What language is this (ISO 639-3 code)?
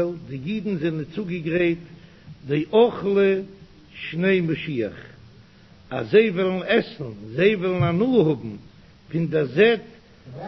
yid